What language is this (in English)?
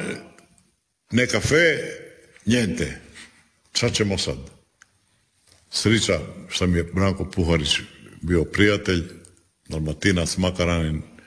Croatian